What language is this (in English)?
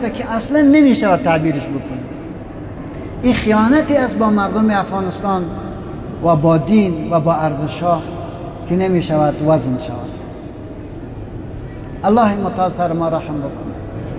Persian